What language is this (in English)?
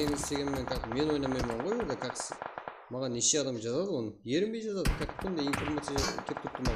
Kara-Kalpak